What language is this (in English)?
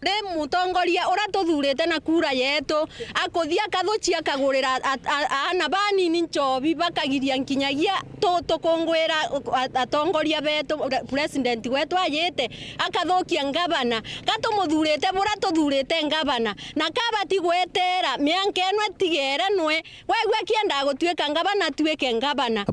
Meru